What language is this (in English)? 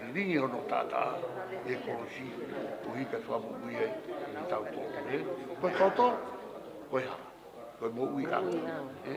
Tongan